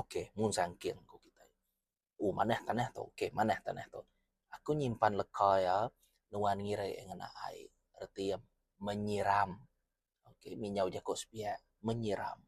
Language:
Iban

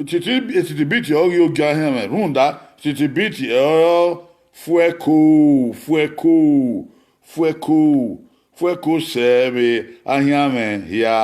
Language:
Bini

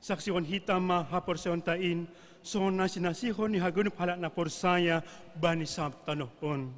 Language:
Batak Simalungun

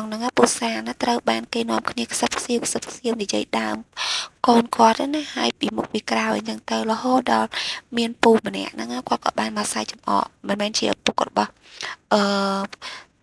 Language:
Khmer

